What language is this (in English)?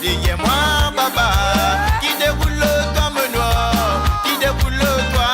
Morisyen